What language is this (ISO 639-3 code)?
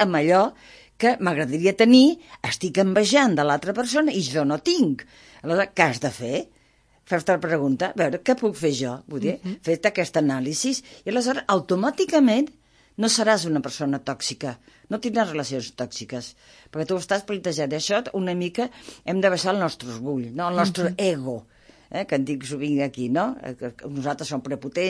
cat